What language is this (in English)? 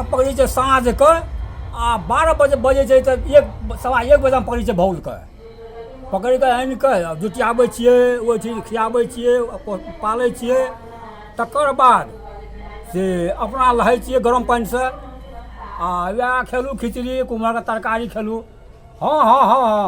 Maithili